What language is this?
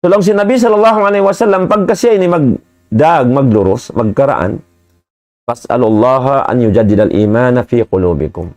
Tausug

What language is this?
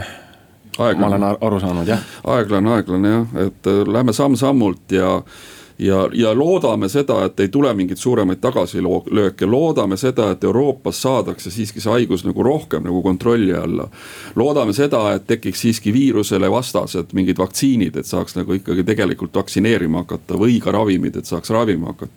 Estonian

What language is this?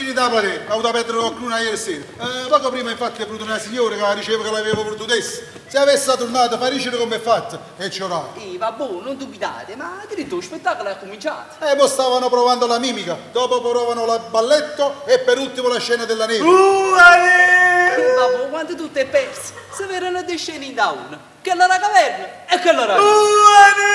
Neapolitan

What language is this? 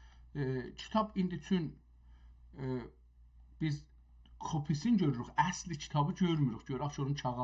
South Azerbaijani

